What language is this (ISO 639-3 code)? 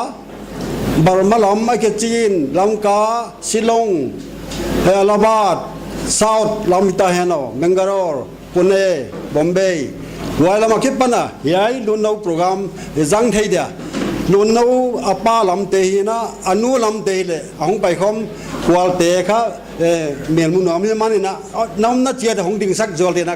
pck